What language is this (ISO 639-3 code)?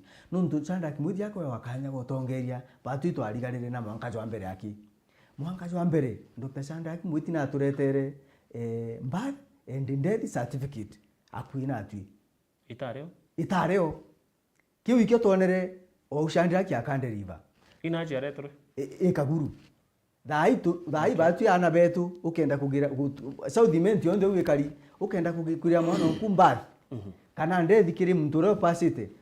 mer